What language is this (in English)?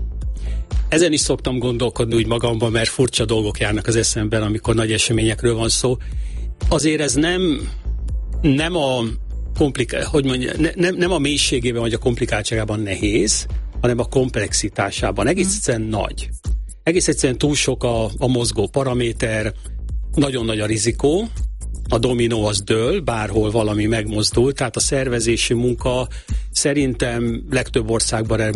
Hungarian